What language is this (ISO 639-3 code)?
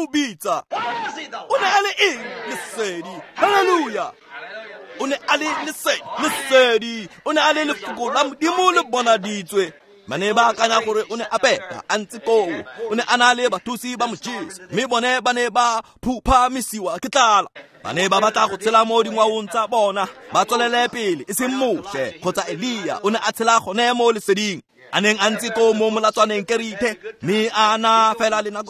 tsn